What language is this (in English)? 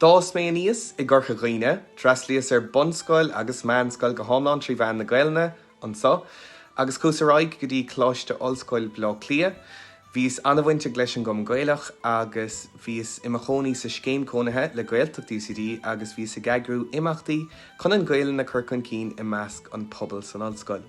Irish